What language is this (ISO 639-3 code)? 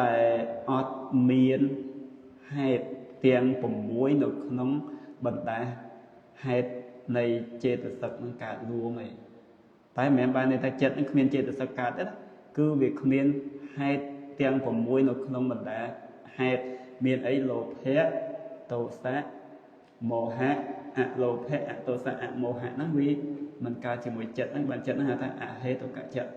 khm